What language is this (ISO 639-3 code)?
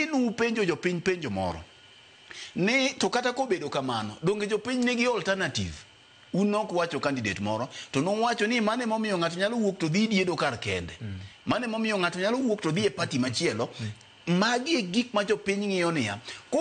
luo